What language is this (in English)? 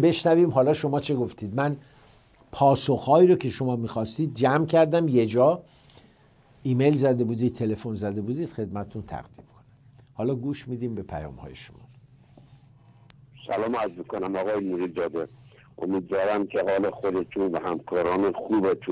Persian